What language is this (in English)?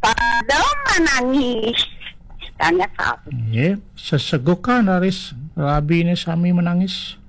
Balinese